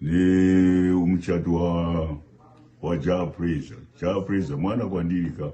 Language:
Shona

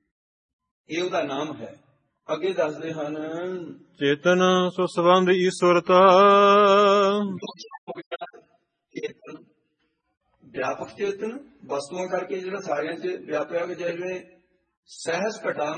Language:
Punjabi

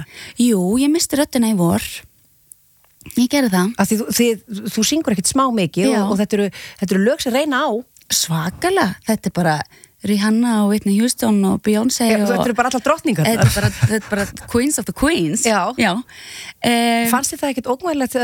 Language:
Icelandic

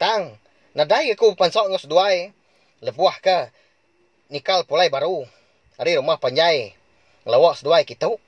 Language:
Iban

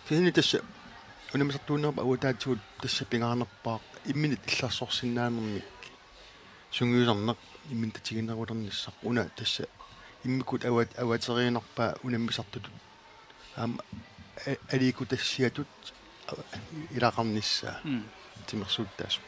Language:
Kalaallisut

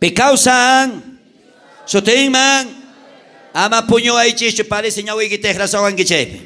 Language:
South Bolivian Quechua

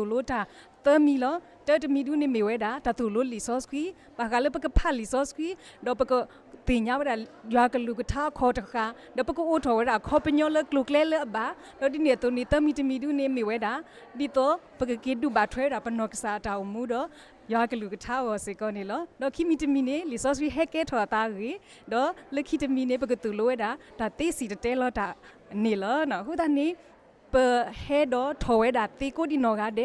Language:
S'gaw Karen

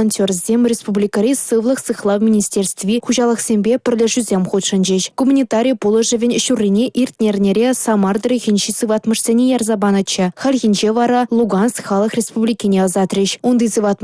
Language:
Chuvash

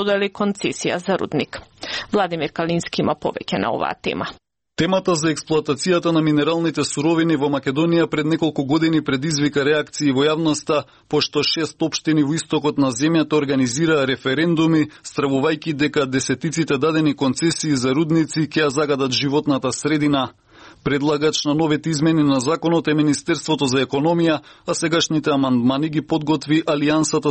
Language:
Macedonian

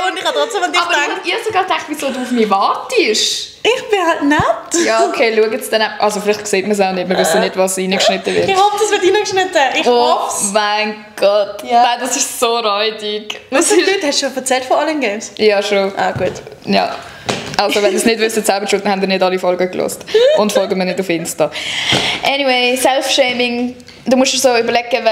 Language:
Swiss German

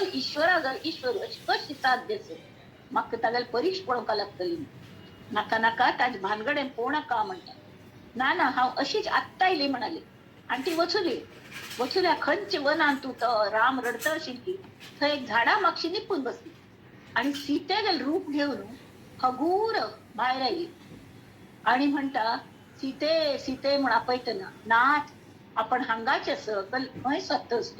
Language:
Konkani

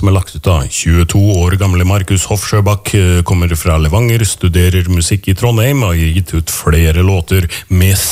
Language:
Norwegian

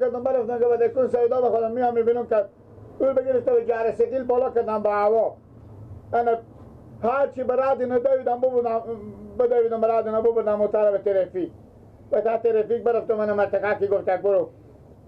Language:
Persian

